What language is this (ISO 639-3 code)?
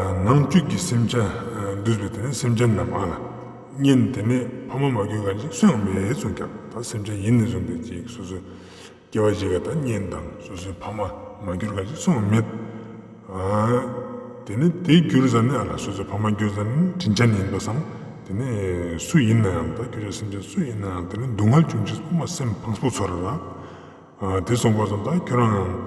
lbj